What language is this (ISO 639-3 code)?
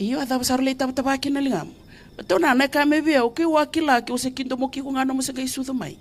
fij